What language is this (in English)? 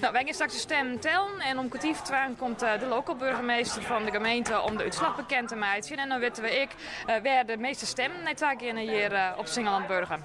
Western Frisian